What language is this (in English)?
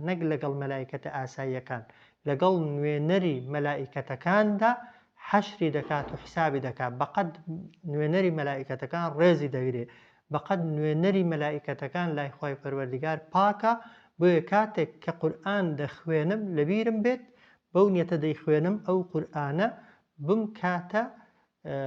Central Kurdish